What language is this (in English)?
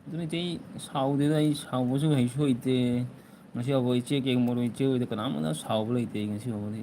Manipuri